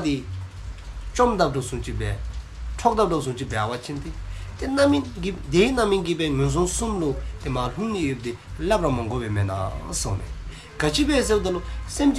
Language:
Dzongkha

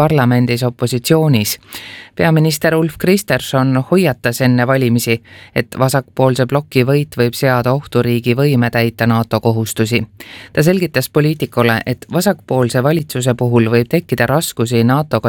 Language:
Estonian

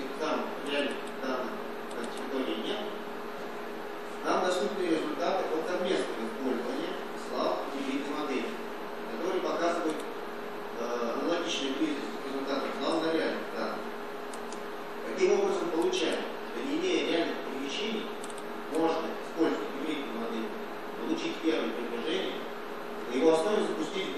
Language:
Russian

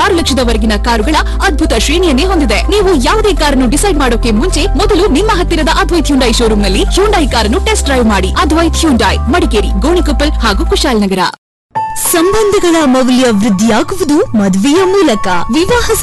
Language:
Kannada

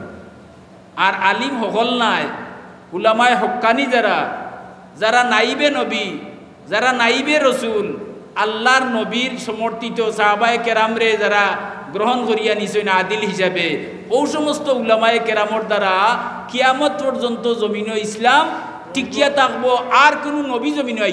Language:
Sylheti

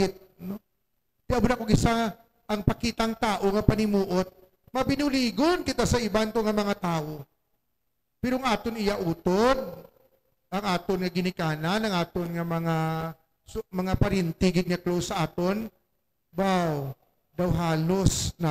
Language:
Hiligaynon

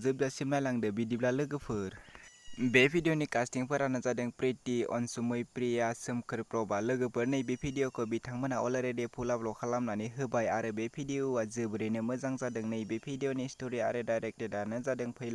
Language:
Bodo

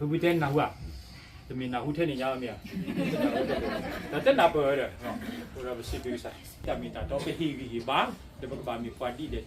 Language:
S'gaw Karen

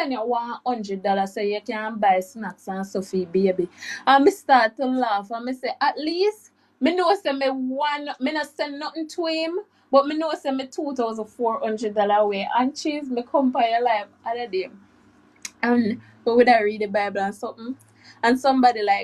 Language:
Jamaican Creole English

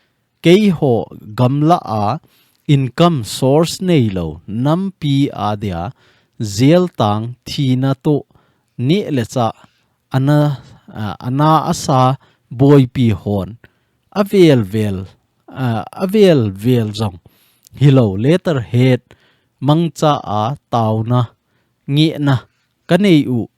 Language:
Thado Chin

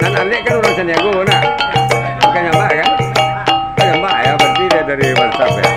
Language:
Minangkabau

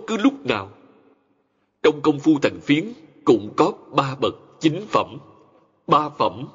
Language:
Vietnamese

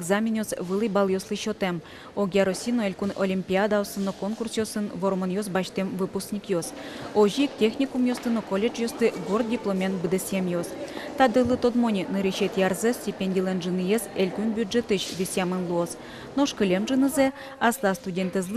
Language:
Udmurt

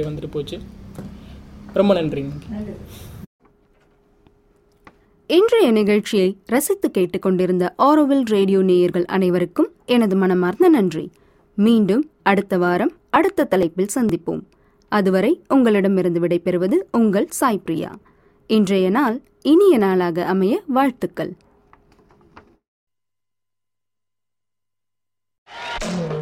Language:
Tamil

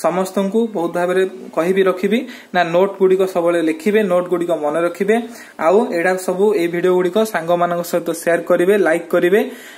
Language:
Odia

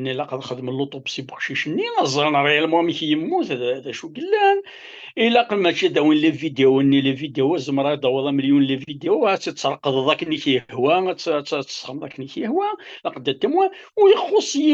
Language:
Kabyle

